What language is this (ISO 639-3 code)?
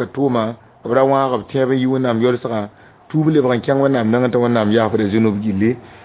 mos